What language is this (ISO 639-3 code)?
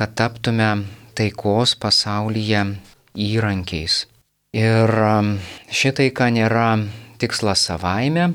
lit